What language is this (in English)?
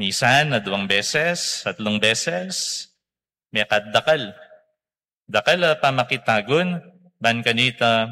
Pampanga